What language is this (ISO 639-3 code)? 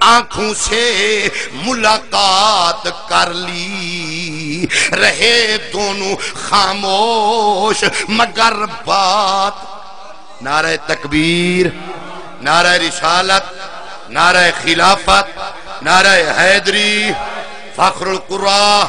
skr